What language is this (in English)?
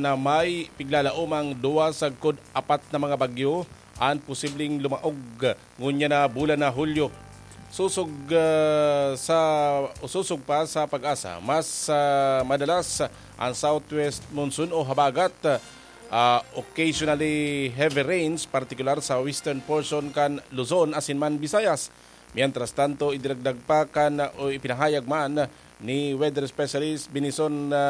Bikol